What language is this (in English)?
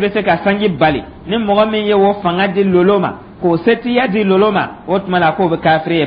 Dyula